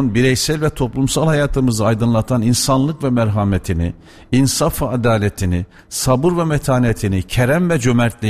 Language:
Turkish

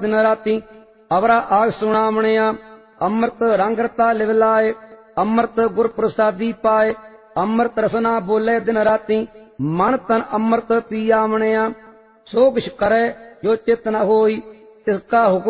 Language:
Punjabi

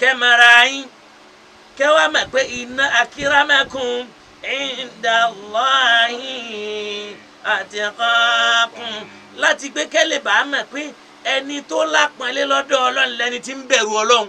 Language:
Yoruba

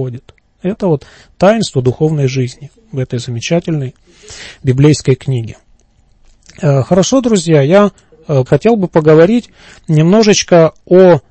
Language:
Russian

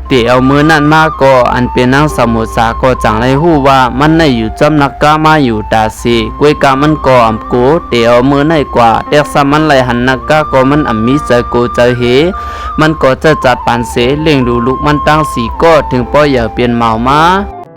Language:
Shan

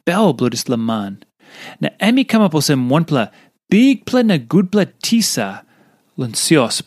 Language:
Tok Pisin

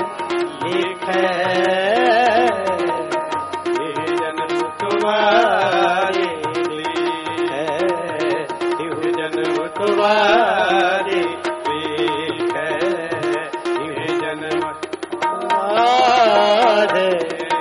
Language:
Punjabi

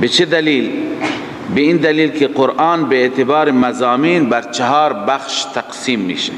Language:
Persian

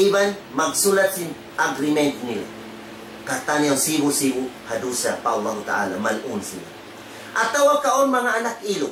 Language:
Tausug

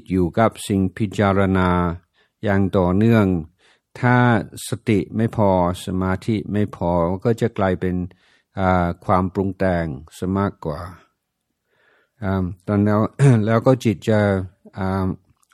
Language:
Thai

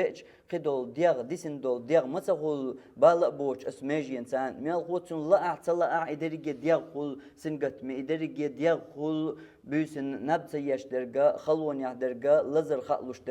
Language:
Chechen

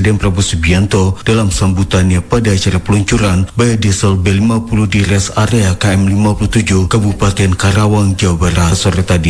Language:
Indonesian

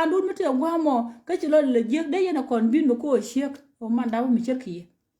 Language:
Nuer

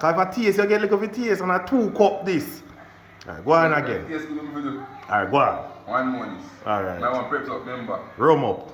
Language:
Jamaican Creole English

